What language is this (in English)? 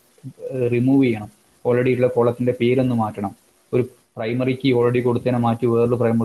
Malayalam